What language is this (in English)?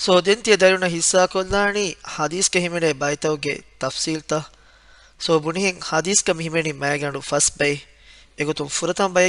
Divehi